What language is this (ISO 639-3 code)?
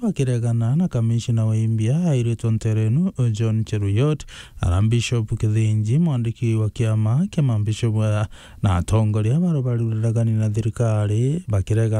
mer